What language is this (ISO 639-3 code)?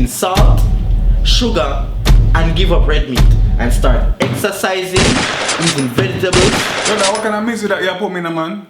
jam